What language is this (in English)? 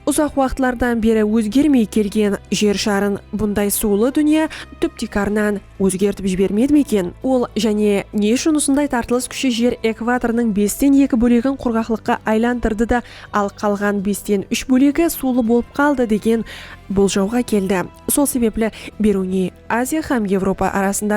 Kara-Kalpak